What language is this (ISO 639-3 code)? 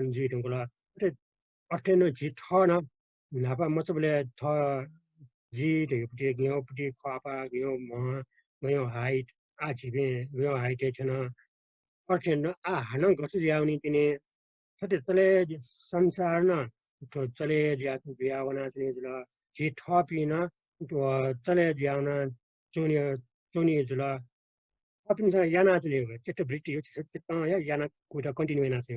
new